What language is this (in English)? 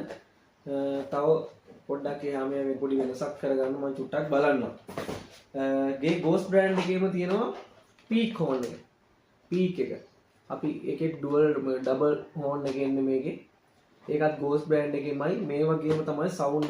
Sinhala